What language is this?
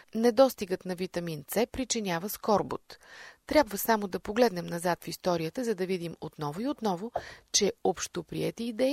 Bulgarian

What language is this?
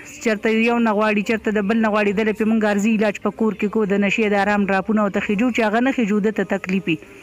Pashto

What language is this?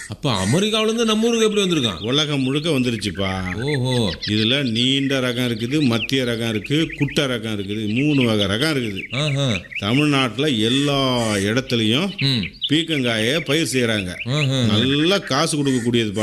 Tamil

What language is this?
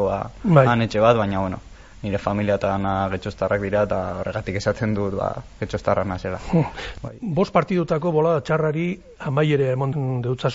Basque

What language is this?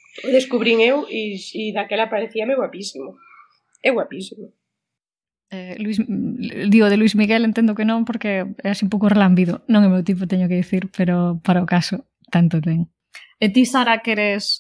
Galician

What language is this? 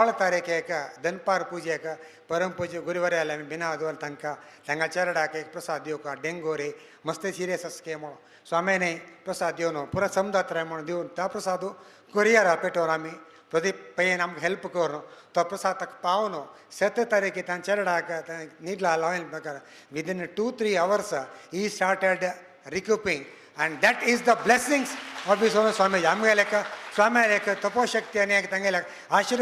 Konkani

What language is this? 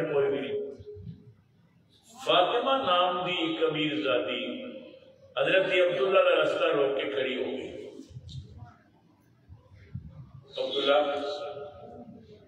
Urdu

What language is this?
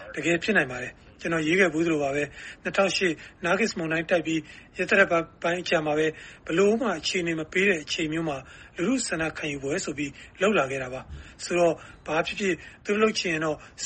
Burmese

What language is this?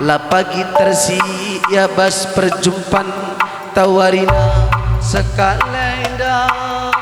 Batak Karo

